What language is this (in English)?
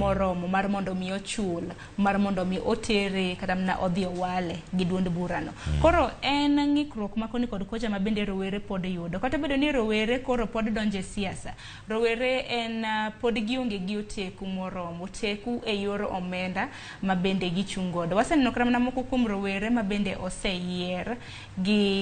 Luo (Kenya and Tanzania)